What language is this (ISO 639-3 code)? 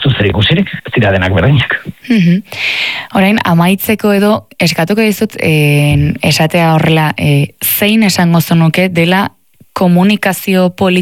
eus